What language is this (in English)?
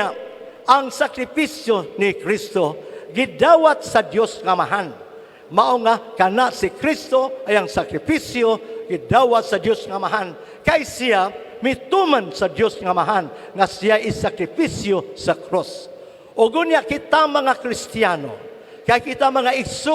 Cebuano